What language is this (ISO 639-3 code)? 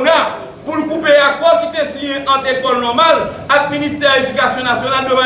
hat